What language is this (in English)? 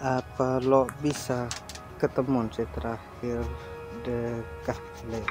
Madurese